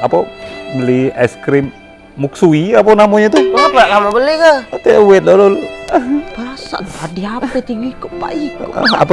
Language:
Musi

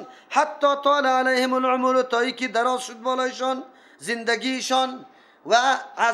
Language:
Persian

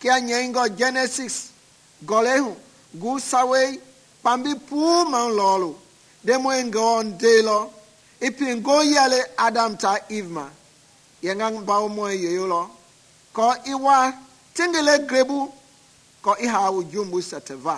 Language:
Mende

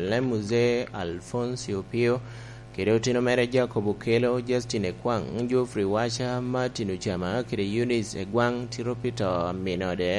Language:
Lango (Uganda)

